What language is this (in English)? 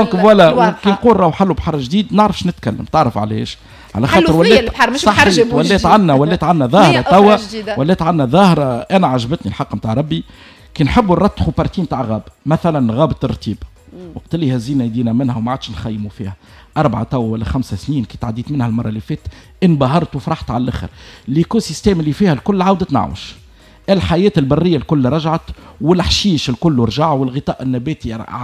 Tunisian Arabic